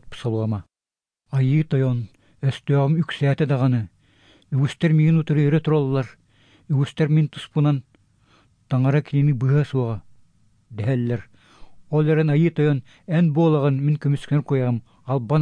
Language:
Yakut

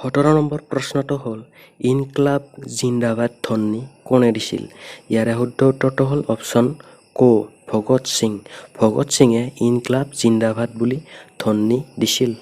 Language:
Assamese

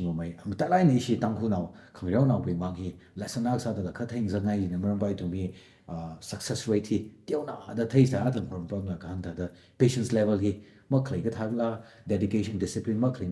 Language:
Tangkhul Naga (India)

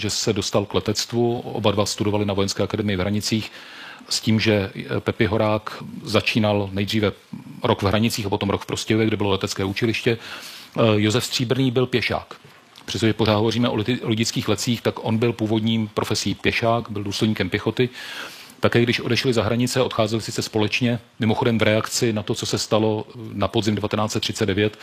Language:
Czech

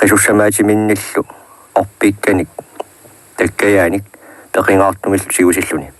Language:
Kalaallisut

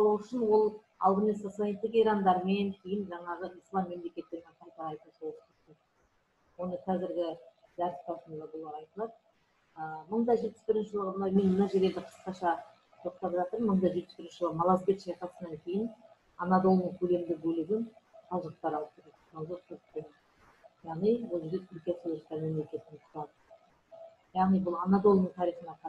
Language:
Kazakh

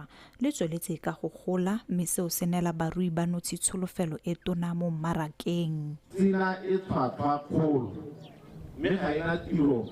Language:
Tswana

